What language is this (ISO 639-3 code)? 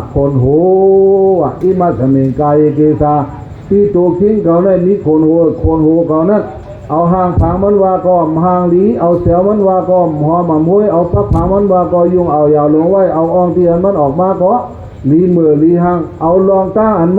shn